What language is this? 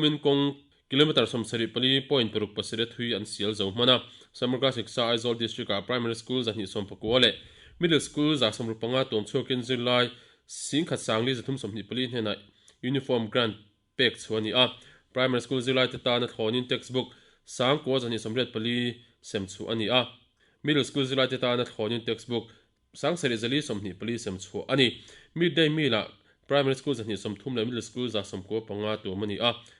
Mizo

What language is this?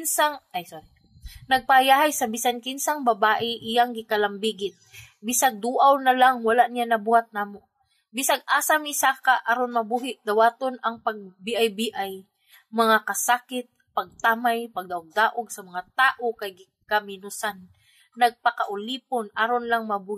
Cebuano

